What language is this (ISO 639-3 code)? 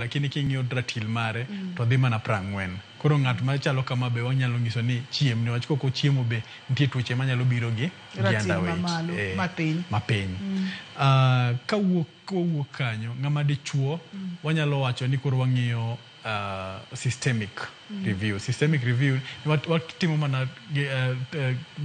luo